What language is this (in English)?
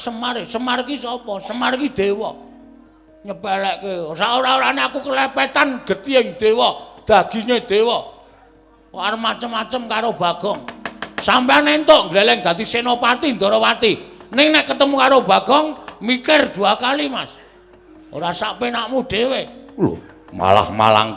Javanese